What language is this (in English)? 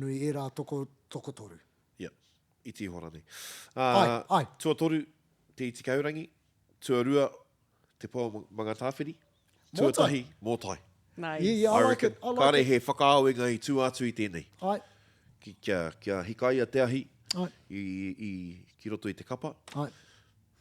Māori